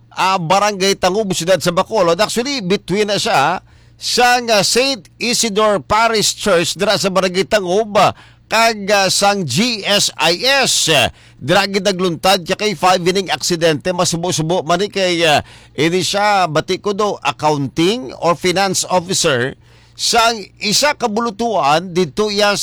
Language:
Hiligaynon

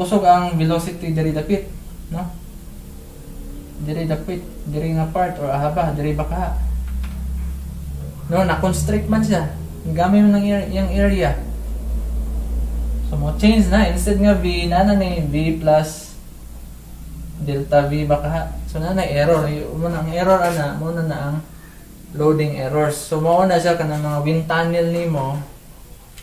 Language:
Cebuano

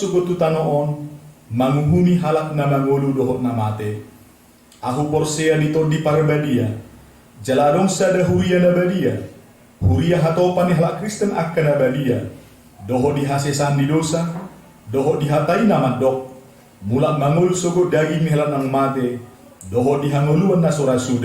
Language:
Batak Toba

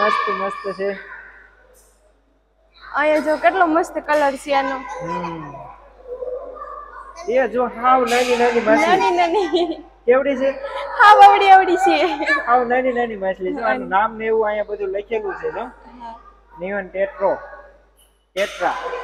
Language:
Gujarati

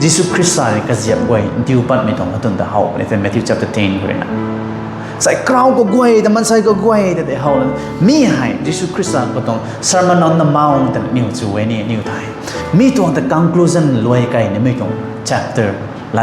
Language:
Rongmei Naga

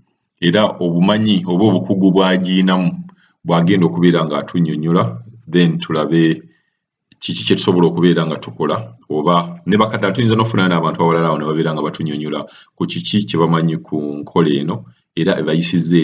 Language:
Ganda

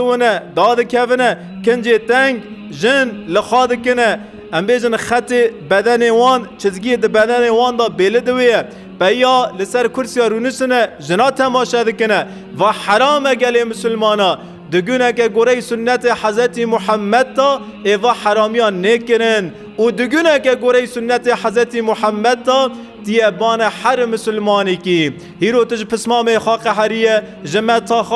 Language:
Kurdish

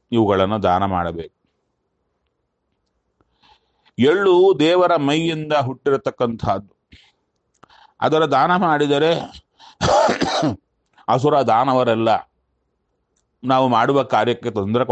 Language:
Kannada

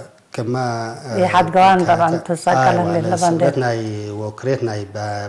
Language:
Tigre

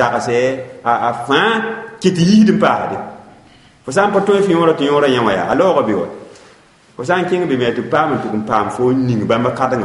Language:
Mossi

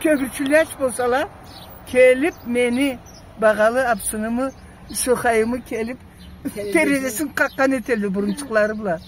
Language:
Karachay-Balkar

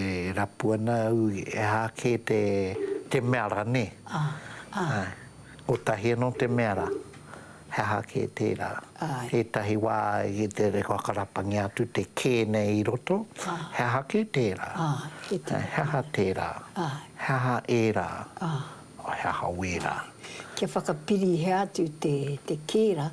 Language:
Māori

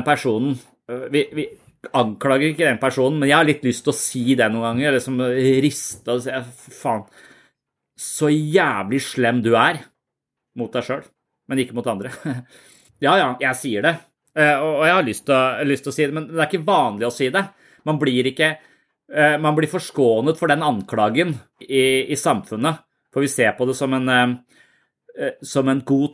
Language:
Norwegian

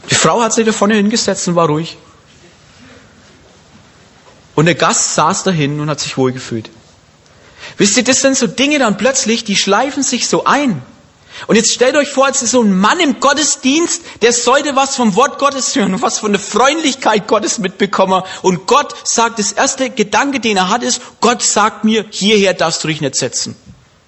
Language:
German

